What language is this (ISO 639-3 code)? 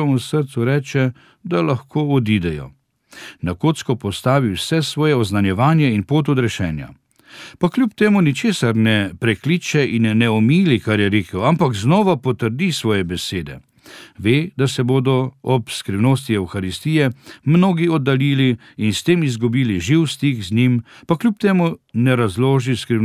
slv